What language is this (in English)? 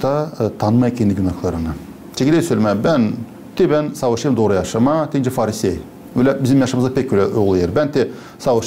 Gagauz